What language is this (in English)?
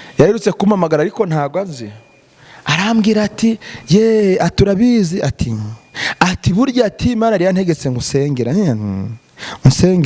Kinyarwanda